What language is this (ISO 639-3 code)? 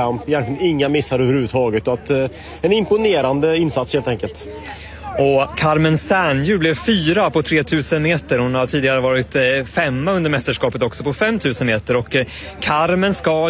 swe